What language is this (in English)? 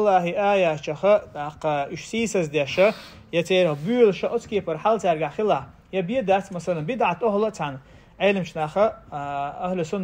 Chechen